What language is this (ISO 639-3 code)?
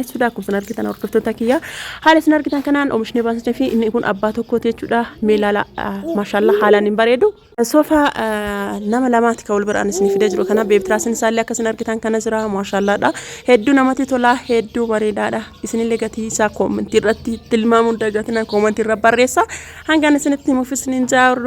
orm